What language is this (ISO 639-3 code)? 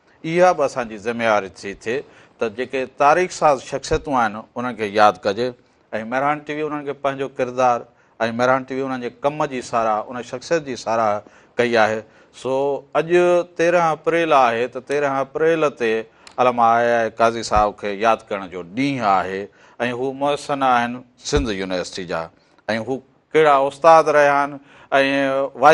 snd